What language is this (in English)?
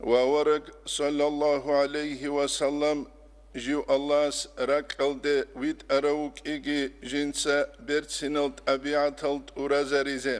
Avaric